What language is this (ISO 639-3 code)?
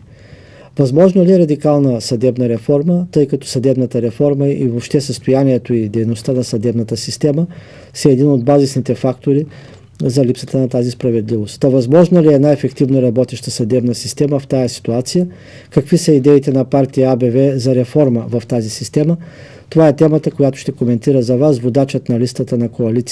bul